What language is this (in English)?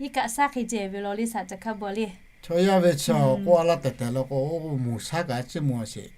Lahu